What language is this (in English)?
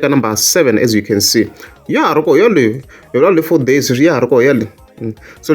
Tsonga